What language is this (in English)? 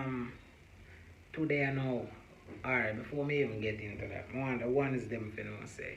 Jamaican Creole English